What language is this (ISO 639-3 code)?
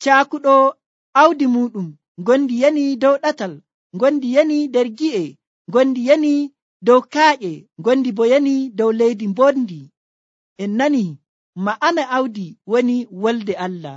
fuv